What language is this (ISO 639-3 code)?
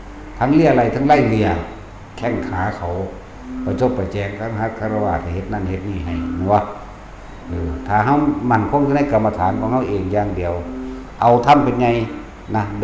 tts